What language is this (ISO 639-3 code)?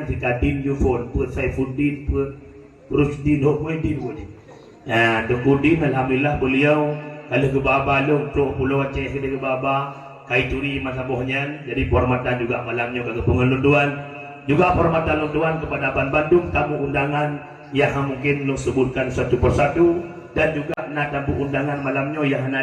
ace